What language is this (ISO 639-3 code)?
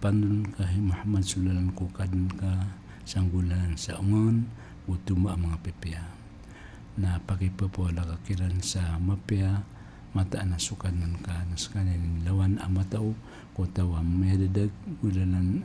mrw